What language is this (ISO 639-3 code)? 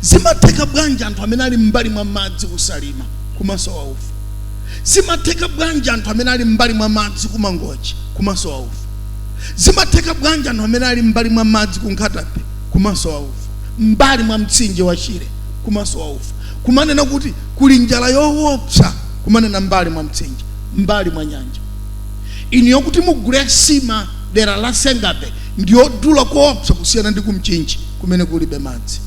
nya